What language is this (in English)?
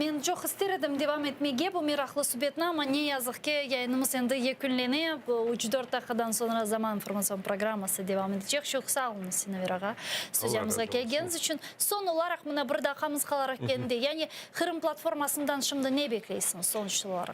Crimean Tatar